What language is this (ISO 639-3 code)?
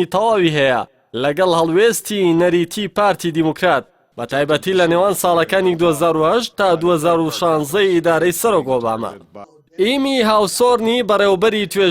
ckb